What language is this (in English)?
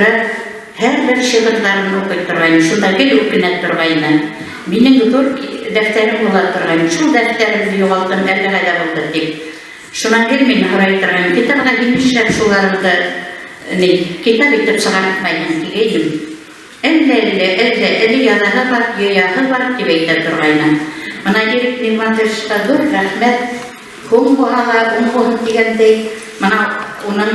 Bashkir